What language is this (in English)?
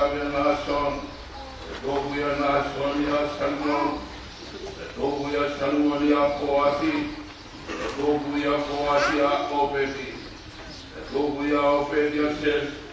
Tongan